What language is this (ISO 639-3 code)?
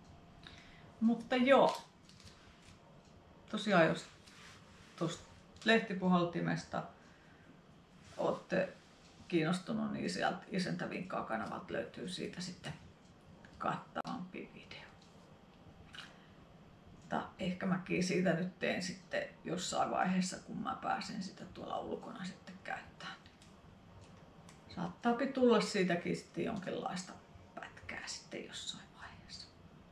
fin